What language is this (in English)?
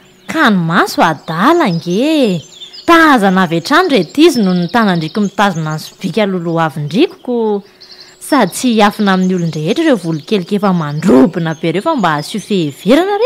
Malagasy